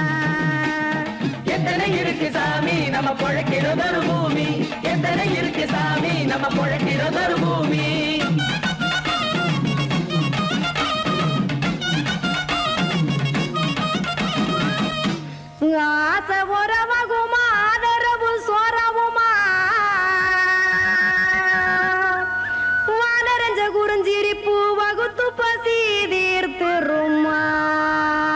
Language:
Tamil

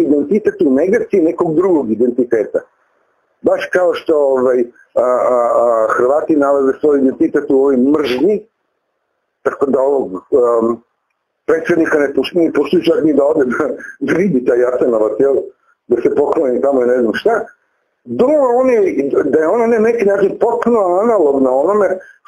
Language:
Serbian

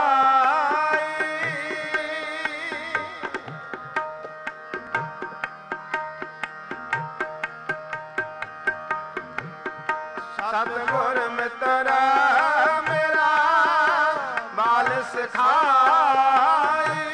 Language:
Punjabi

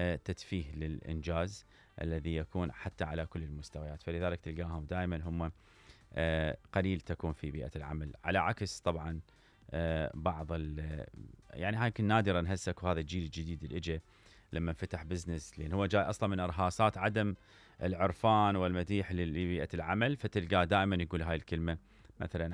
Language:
Mesopotamian Arabic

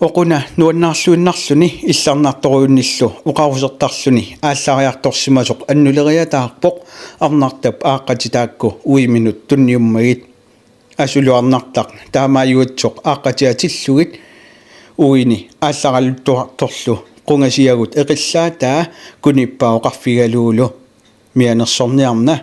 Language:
Kalaallisut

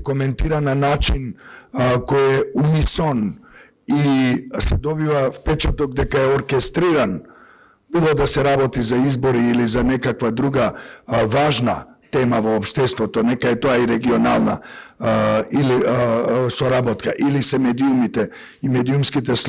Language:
Macedonian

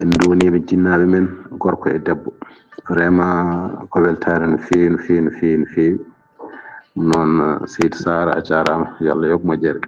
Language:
Fula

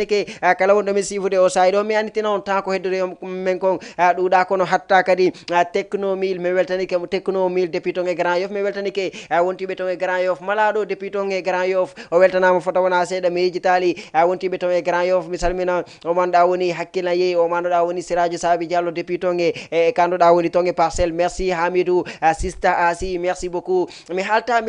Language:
Fula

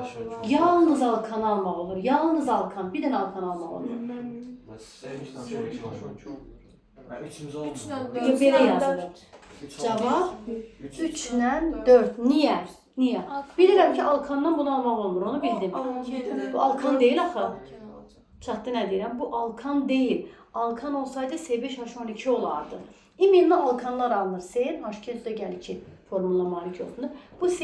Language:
Azerbaijani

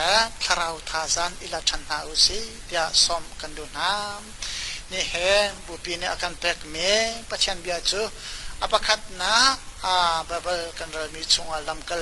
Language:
Hakha Chin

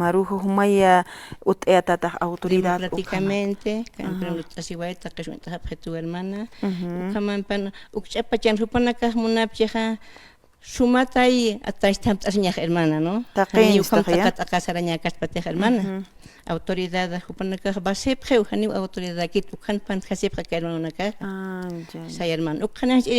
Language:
Aymara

